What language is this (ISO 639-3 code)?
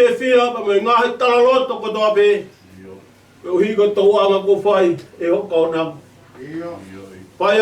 ton